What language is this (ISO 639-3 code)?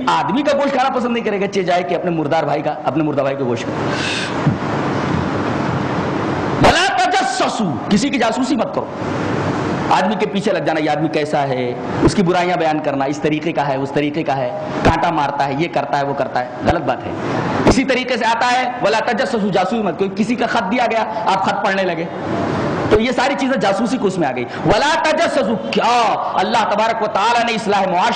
urd